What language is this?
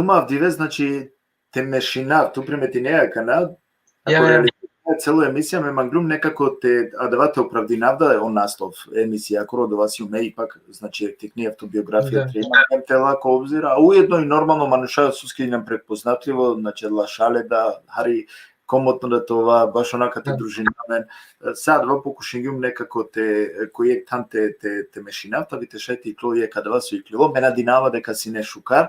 Balkan Romani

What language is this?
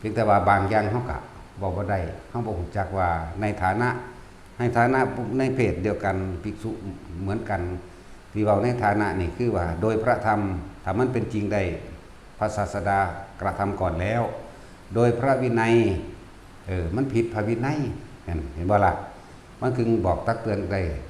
Northeastern Thai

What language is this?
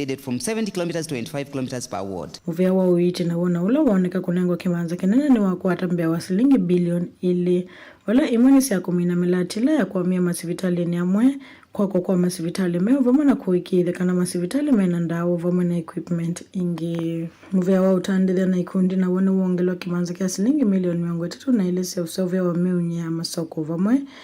Kamba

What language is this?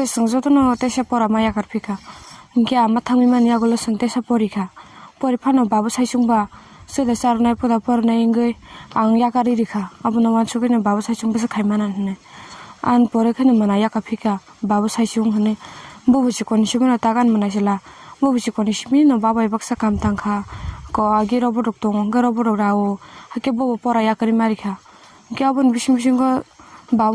Kok Borok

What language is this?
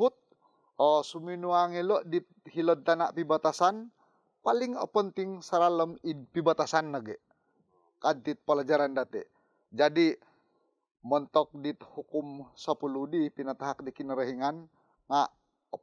Central Dusun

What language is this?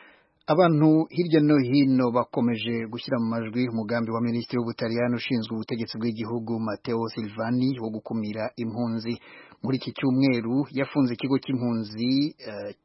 Kinyarwanda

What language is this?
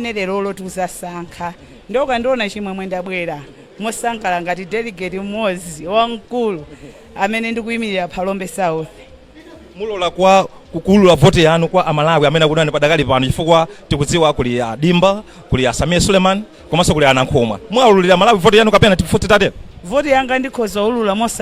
Nyanja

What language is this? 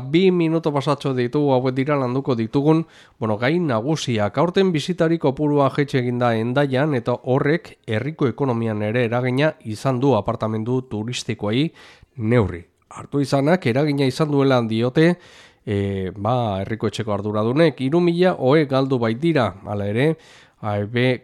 Basque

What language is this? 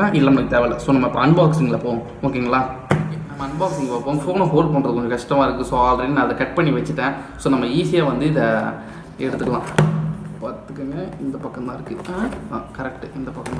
Tamil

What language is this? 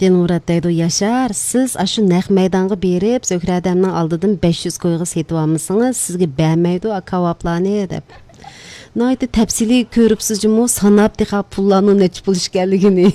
Uyghur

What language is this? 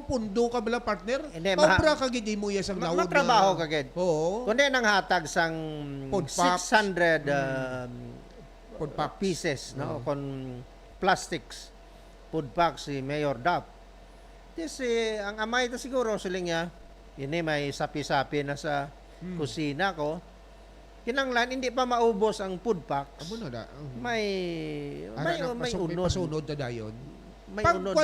Hiligaynon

